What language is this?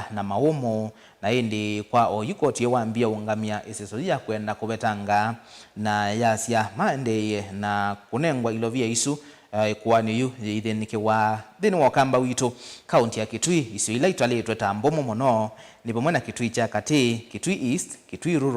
Kamba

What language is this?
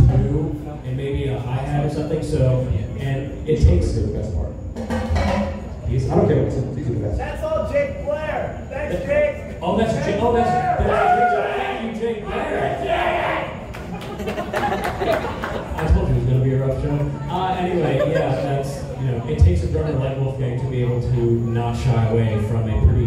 English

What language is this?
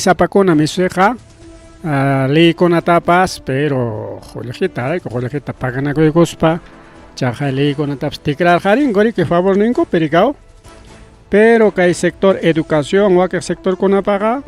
Ayacucho Quechua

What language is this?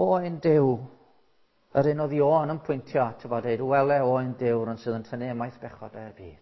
Welsh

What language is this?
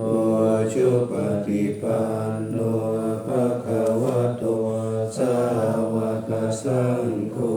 Pali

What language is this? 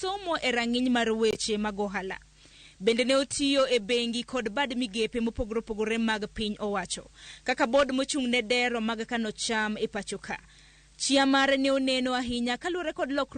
Luo (Kenya and Tanzania)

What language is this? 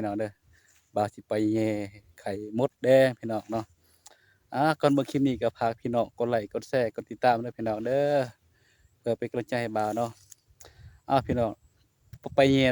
Northeastern Thai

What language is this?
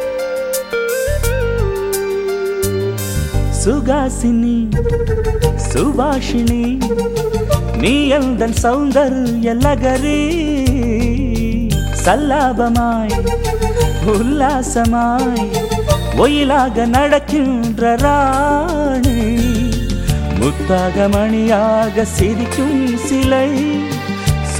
Tamil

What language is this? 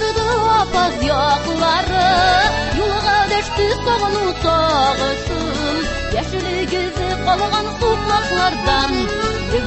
Tatar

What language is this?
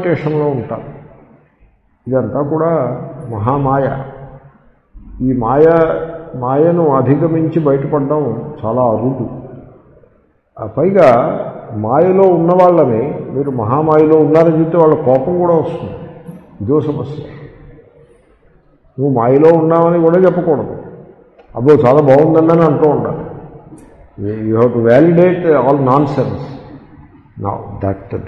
Telugu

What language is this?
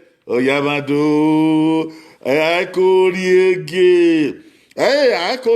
Bini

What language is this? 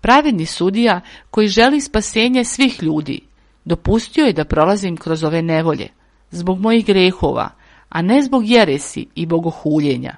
Serbian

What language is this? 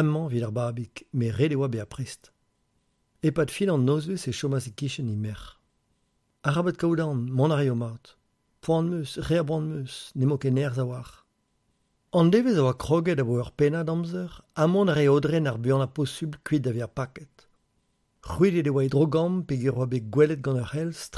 Breton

